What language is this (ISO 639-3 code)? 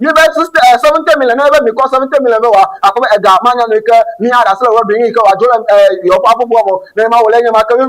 ewe